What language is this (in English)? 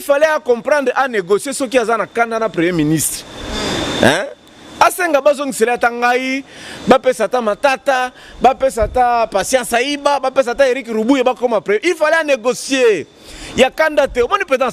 Lingala